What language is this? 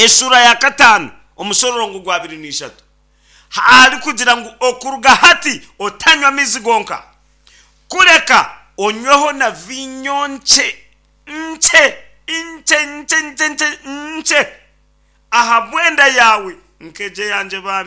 Nyankole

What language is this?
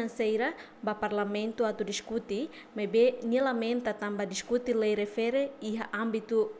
Tetum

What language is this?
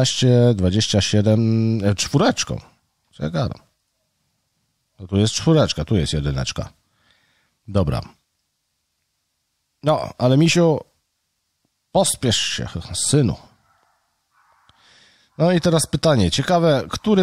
Polish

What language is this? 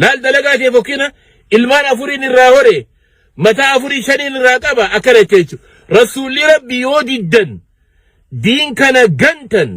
Oromo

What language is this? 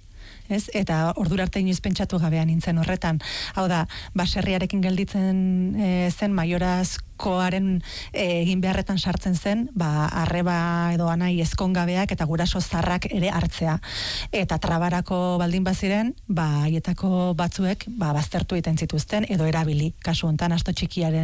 Basque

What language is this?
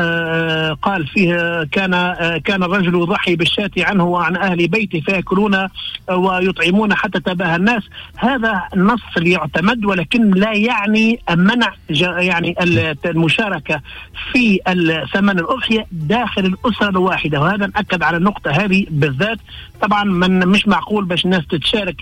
Tunisian Arabic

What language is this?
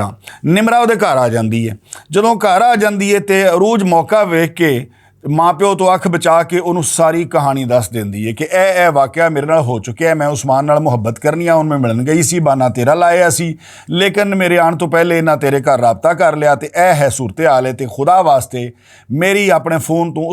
Western Panjabi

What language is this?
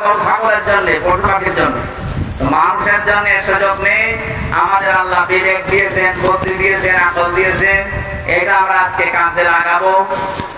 Bangla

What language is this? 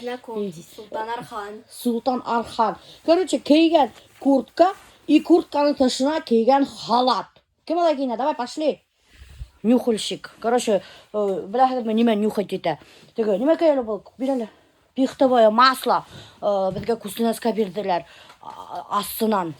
Bashkir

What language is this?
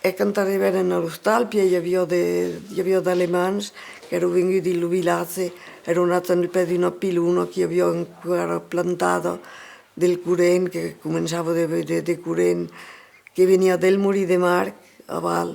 Occitan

